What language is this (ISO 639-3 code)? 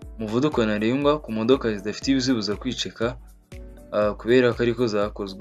kin